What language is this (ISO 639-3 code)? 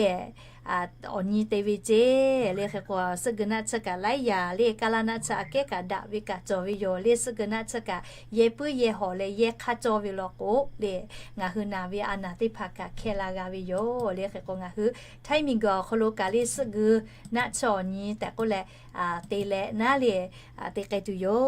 lhu